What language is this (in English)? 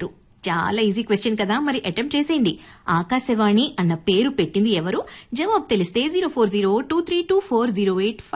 Telugu